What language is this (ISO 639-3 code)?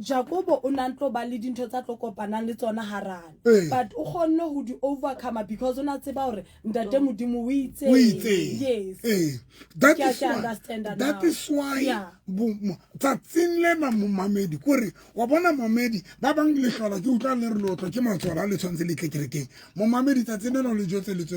sot